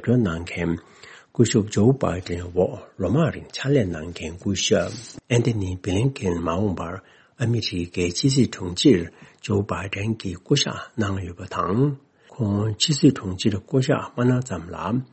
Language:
Tibetan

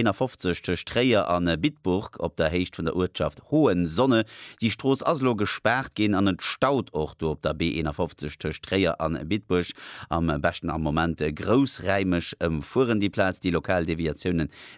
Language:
Luxembourgish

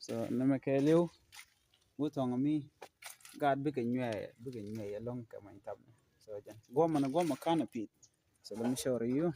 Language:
Nuer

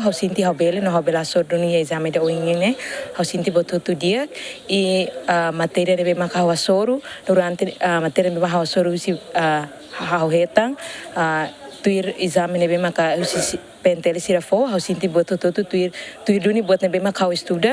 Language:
Tetum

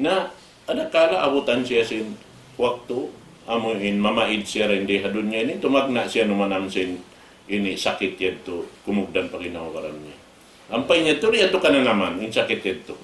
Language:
Tausug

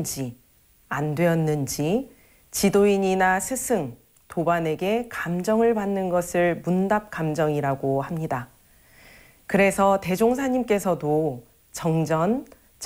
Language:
Korean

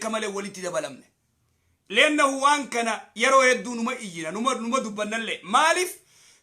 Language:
Oromo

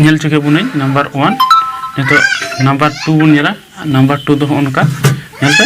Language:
Santali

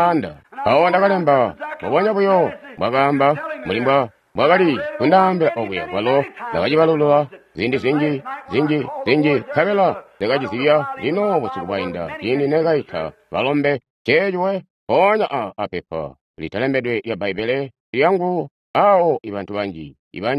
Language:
Tonga (Zambia)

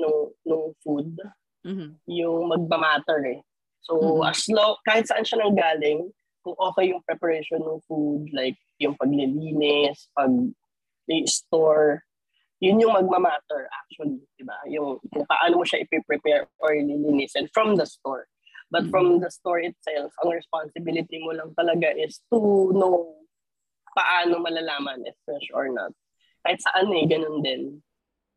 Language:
Filipino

